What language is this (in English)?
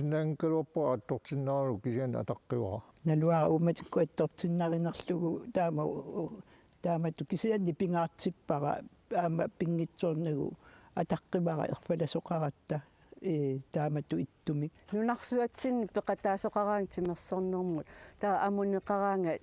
Kalaallisut